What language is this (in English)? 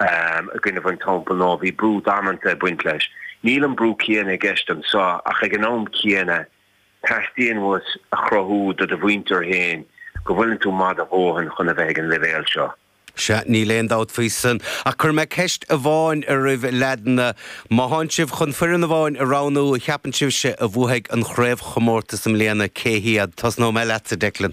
Irish